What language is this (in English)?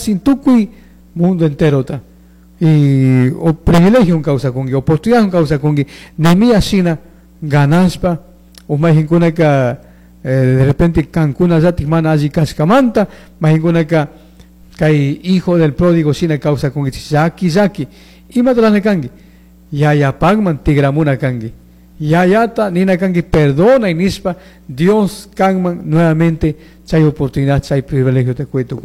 Chimborazo Highland Quichua